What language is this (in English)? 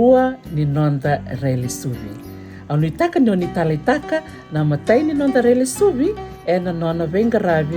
Fijian